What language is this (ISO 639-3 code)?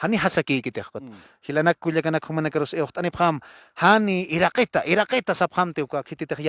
aym